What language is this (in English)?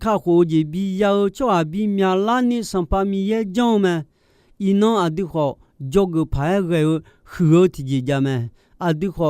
Akha